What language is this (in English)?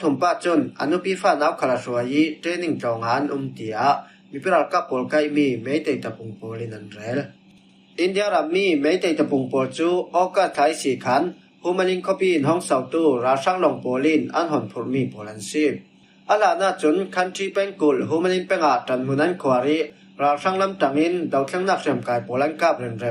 Falam Chin